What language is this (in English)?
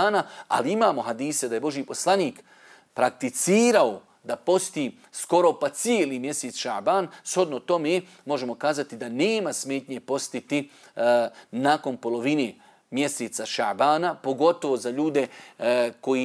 Bosnian